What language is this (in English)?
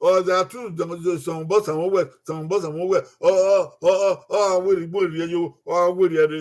Bini